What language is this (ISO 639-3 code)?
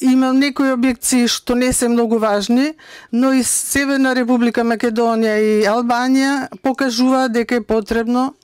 mkd